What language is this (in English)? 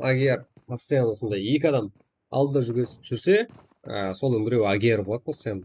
Kara-Kalpak